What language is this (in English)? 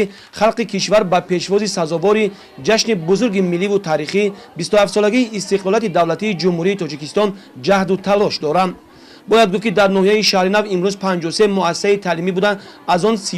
Tajik